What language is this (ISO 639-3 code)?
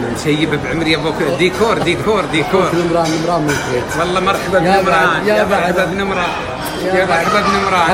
afb